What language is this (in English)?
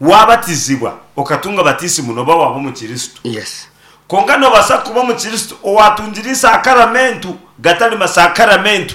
Nyankole